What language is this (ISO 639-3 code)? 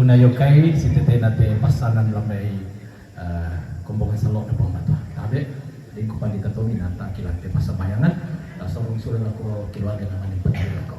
sda